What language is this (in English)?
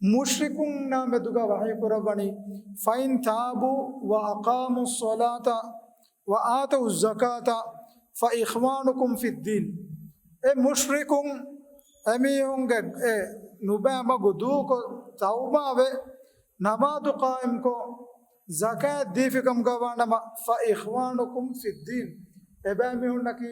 Divehi